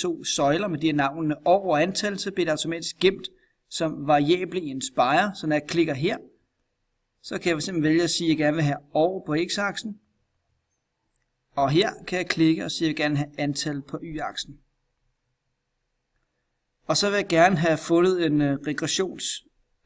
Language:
Danish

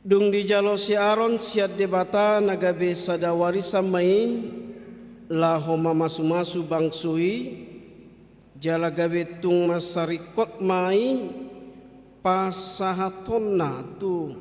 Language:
Batak Toba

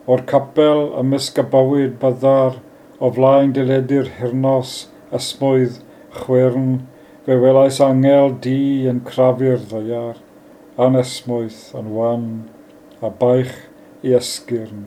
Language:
Welsh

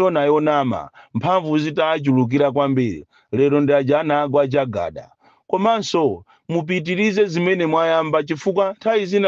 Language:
Nyanja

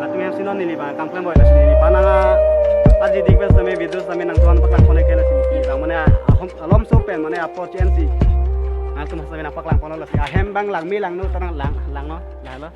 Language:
Karbi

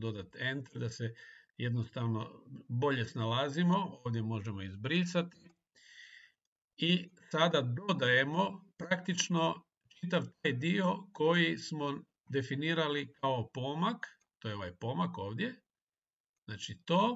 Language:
Croatian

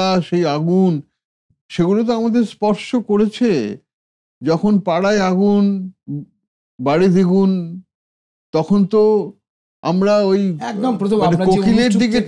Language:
Bangla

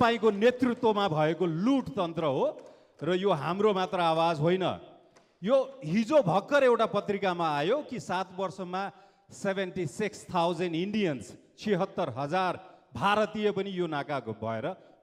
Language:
Nepali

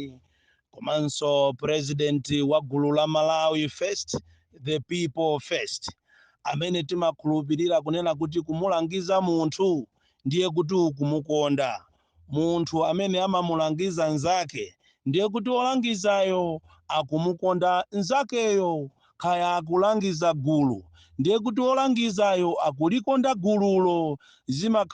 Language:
Nyanja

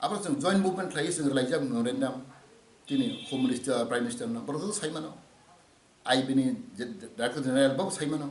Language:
Kok Borok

